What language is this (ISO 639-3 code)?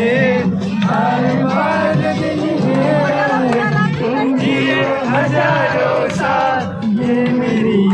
hne